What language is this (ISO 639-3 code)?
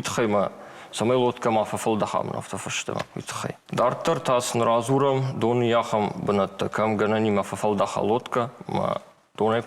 oss